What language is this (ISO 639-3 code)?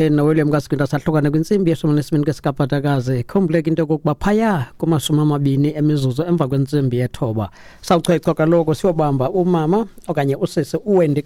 xho